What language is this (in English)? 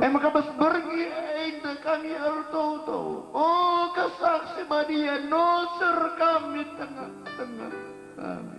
Batak Karo